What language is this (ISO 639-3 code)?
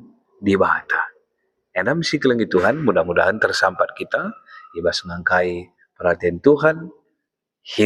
btx